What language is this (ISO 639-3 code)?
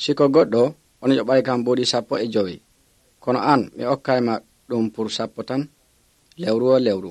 fuv